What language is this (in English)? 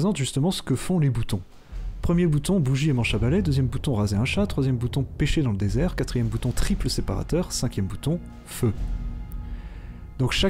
French